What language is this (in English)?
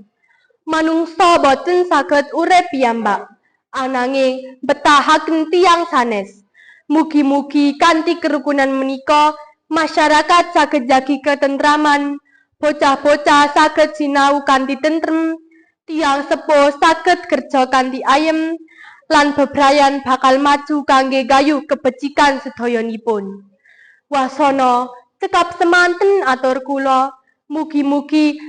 Javanese